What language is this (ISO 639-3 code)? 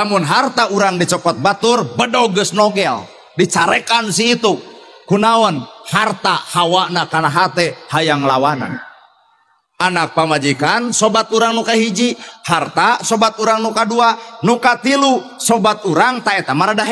sun